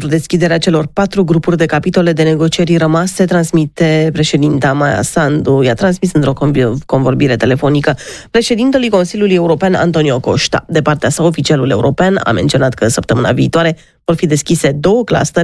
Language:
Romanian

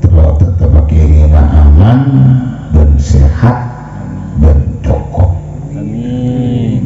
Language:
Madurese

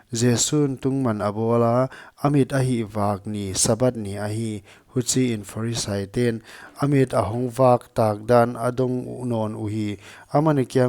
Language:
Paite Chin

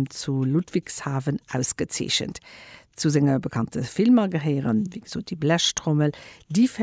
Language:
Luxembourgish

